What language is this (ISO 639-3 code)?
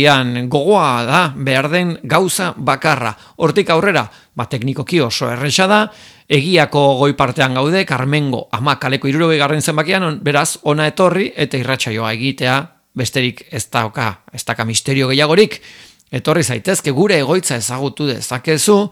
eus